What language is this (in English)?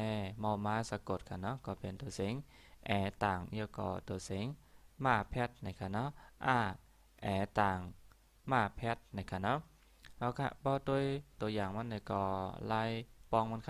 Shan